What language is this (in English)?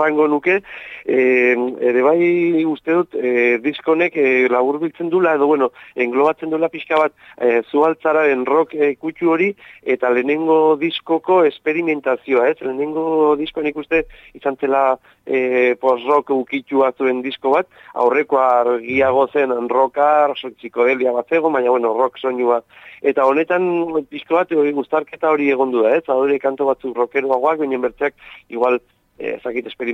Basque